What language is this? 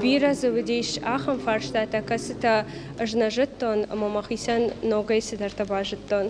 Ossetic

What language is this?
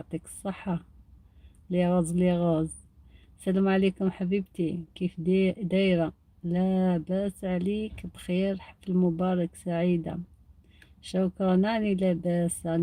Algerian Arabic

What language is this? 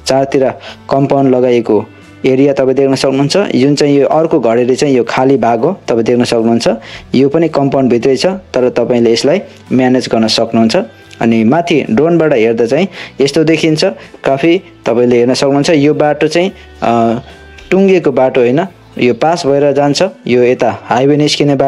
Nepali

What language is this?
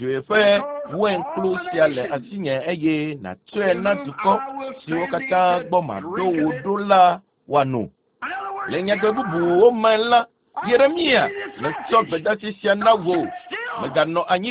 Ewe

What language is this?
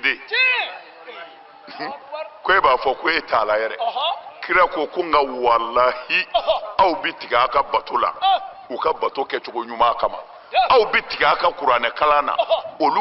Bambara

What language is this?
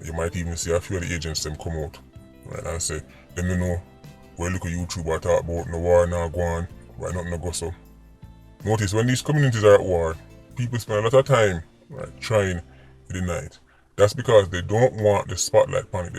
Jamaican Creole English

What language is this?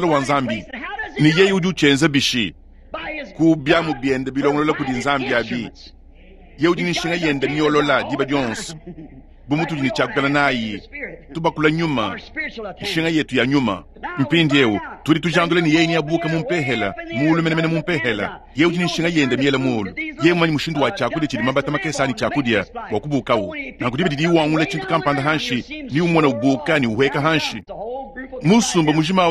Luba-Lulua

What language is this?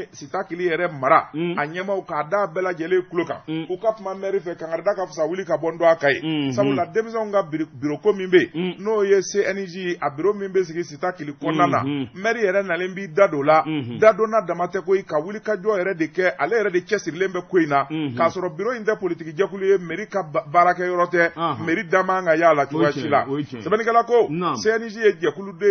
Bambara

